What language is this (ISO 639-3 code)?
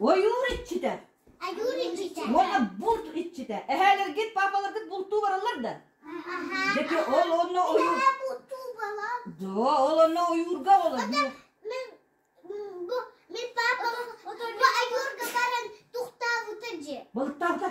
sah